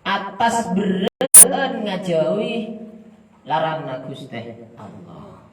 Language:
Madurese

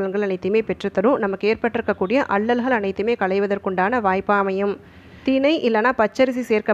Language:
Tamil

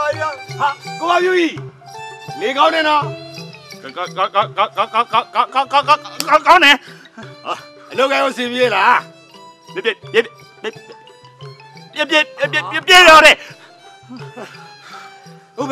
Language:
Burmese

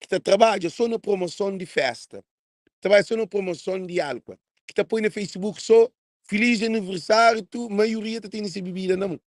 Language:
Kabuverdianu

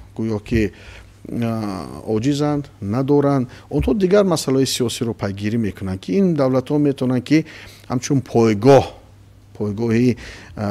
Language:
Tajik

